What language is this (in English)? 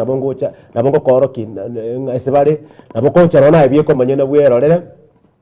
Gusii